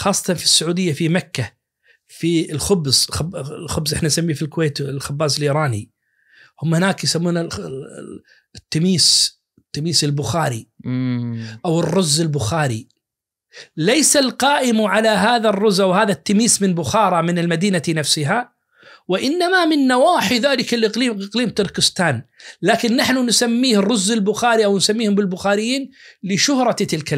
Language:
Najdi Arabic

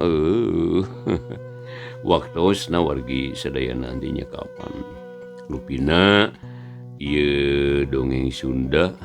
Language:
Sundanese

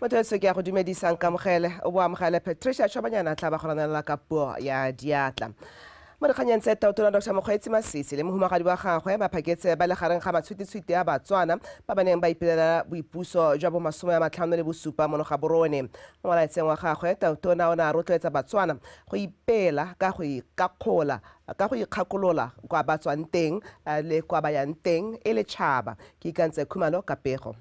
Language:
Tswana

